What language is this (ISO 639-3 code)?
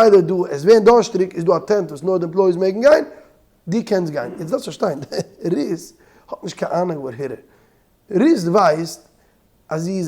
yid